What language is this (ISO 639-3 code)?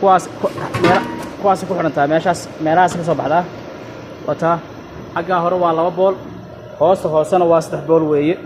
som